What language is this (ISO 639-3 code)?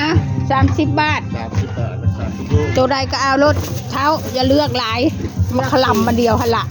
tts